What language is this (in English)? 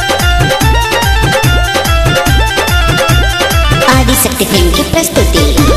Bhojpuri